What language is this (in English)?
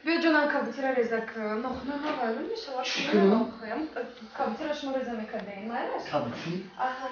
Tajik